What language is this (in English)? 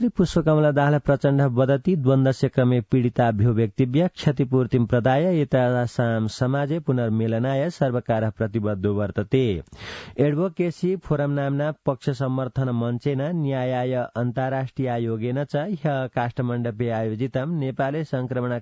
Sanskrit